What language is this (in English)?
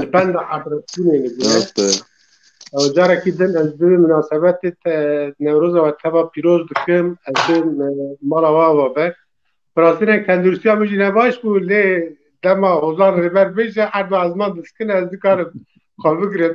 Kurdish